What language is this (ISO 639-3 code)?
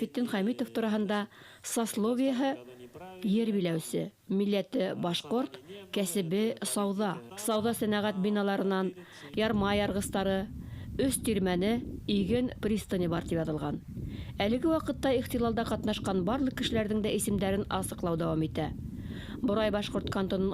bak